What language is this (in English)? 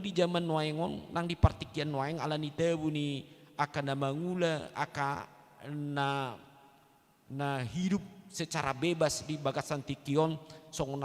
Batak Toba